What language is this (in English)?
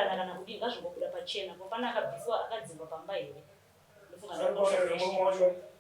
Shona